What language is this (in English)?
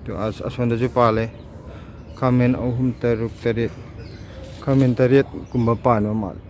Manipuri